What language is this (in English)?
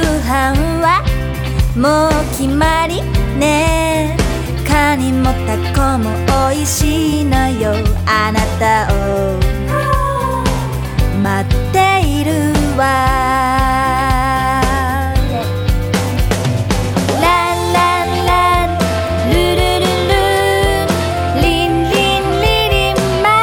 Japanese